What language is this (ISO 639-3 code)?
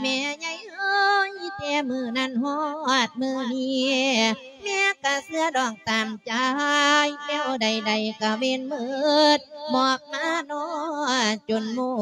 lao